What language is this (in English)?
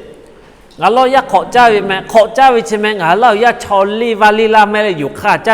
Lahu